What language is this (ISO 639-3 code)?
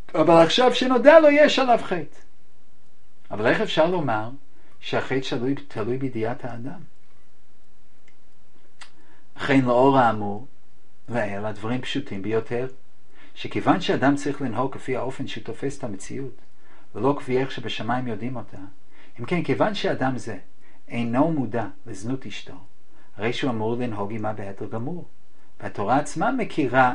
heb